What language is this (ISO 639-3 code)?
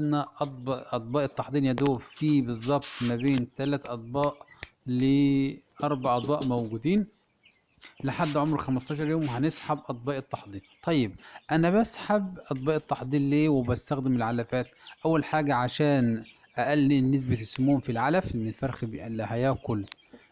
arz